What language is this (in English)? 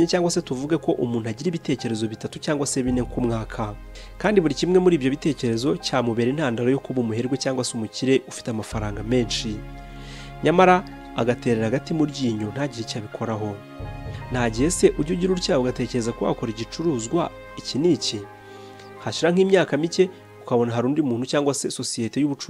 Kinyarwanda